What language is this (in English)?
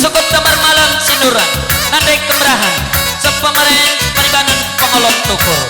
Batak Karo